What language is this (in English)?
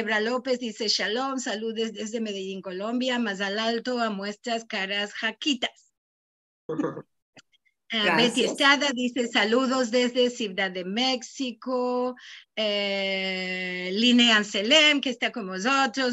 Ladino